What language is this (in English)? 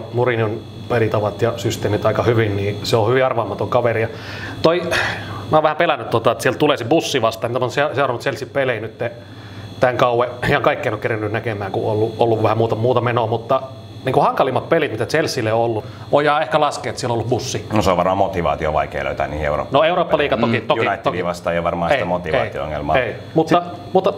Finnish